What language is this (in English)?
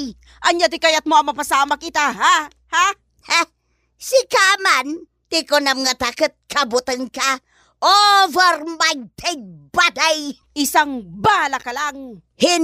Iloko